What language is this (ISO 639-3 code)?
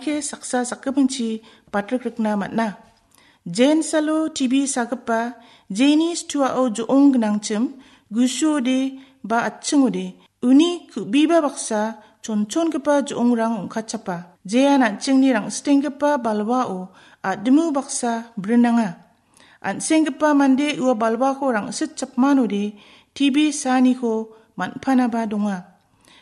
grt